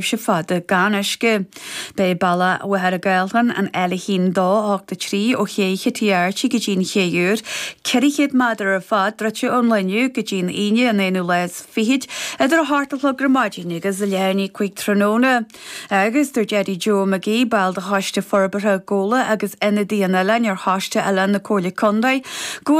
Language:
Irish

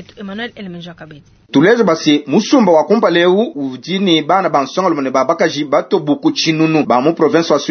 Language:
Luba-Lulua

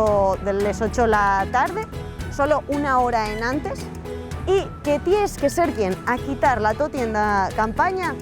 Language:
Asturian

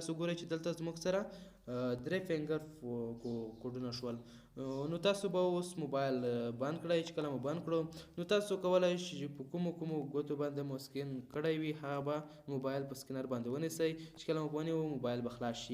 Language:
Pashto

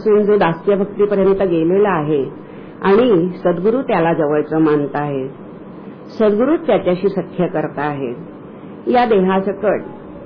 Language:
Marathi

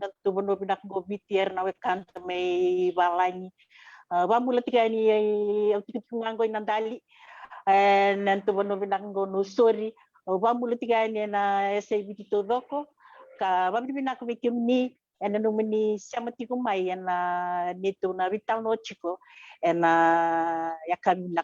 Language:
Fijian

